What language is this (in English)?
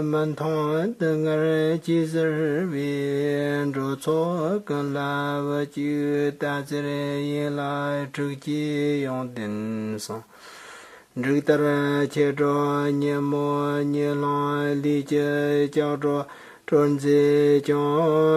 Tibetan